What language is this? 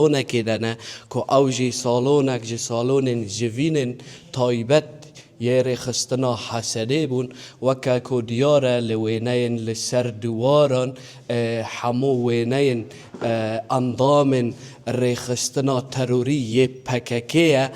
Kurdish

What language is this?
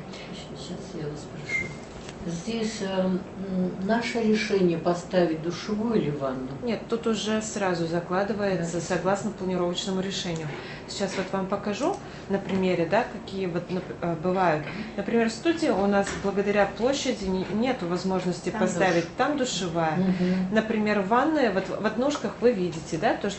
Russian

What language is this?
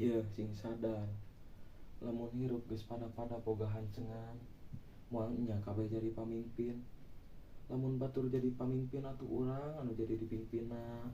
Sundanese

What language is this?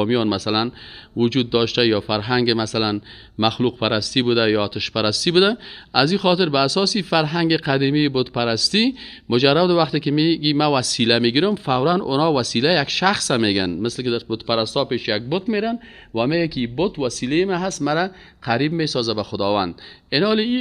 Persian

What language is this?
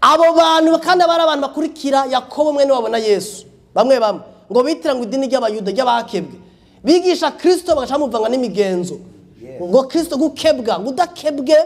Rundi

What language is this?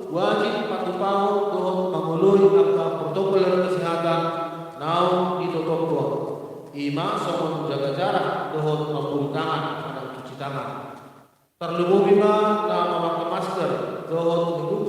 Batak Toba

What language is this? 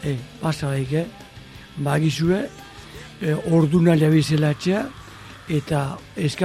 Basque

